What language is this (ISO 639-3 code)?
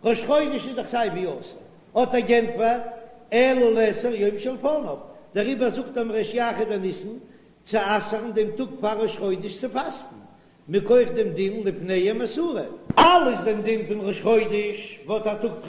yid